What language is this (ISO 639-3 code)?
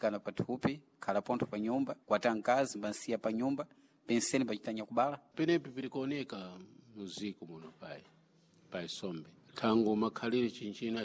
seh